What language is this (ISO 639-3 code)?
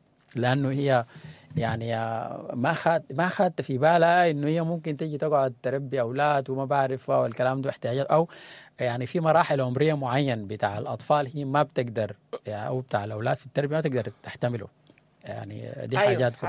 apd